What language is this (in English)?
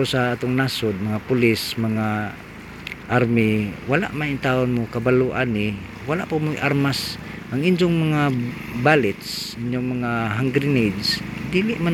Cebuano